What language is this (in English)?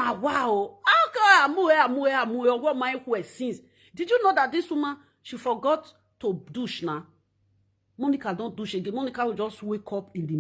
Nigerian Pidgin